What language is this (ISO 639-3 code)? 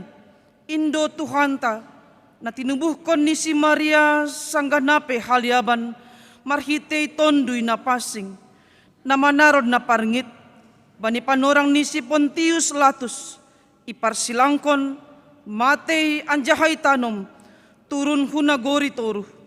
bts